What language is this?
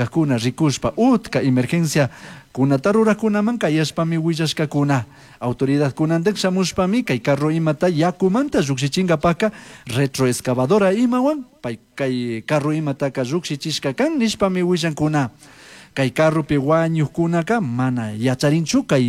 Chimborazo Highland Quichua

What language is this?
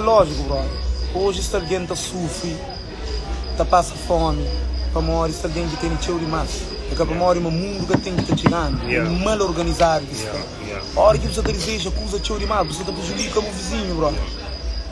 Kabuverdianu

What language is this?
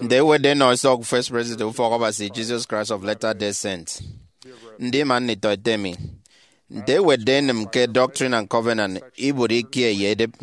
Efik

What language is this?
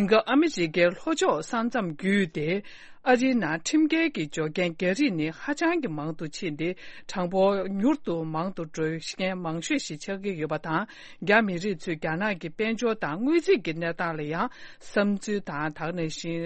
Tibetan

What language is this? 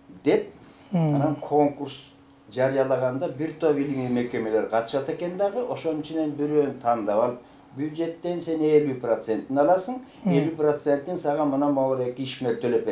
Kyrgyz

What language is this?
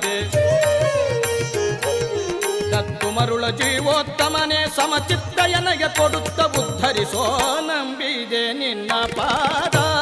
Kannada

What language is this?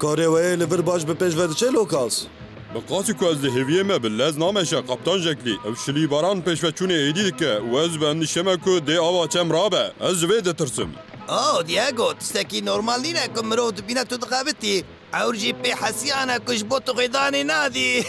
Kurdish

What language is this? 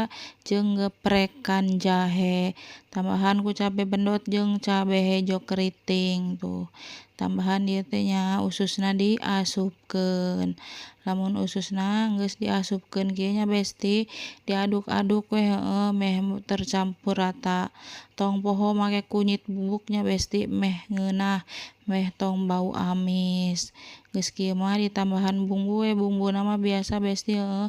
Sundanese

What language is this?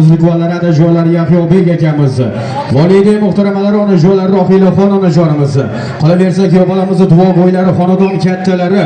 Uzbek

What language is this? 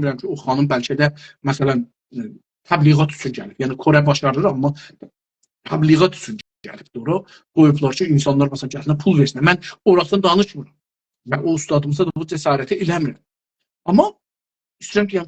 South Azerbaijani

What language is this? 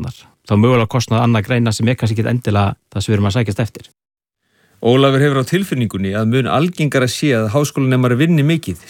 Icelandic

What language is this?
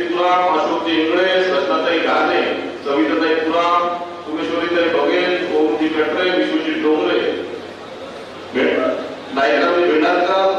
Marathi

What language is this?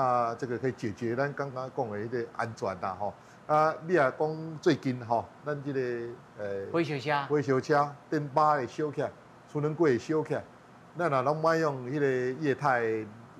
Min Nan Chinese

